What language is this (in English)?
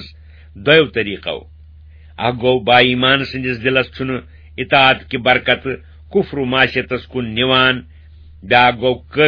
Kashmiri